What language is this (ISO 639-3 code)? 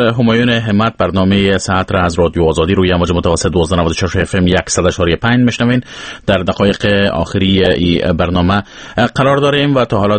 fas